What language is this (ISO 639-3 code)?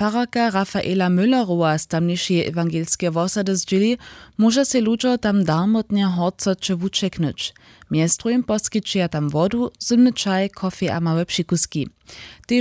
hsb